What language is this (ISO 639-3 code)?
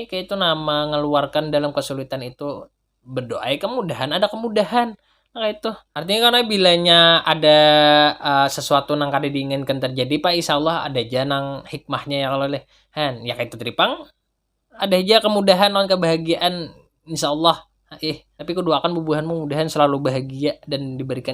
bjn